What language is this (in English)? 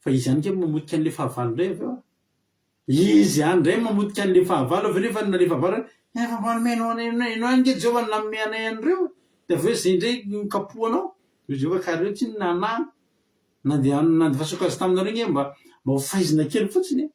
Malagasy